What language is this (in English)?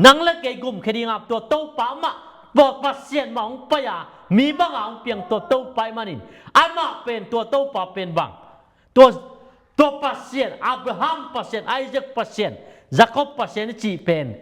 Tedim Chin